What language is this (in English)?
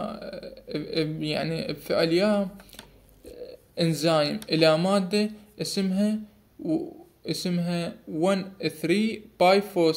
Arabic